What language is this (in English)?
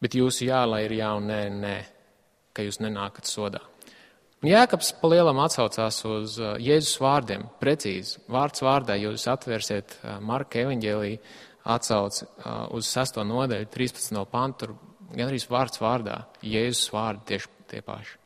Latvian